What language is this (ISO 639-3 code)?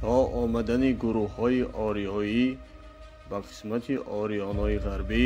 tgk